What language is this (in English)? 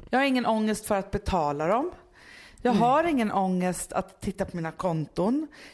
Swedish